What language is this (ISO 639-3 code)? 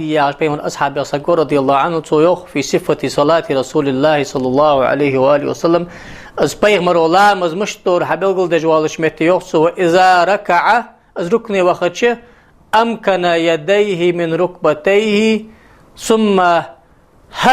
inh